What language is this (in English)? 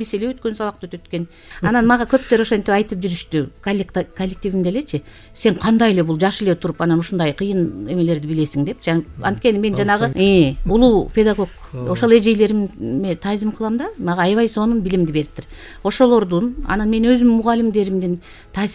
Kyrgyz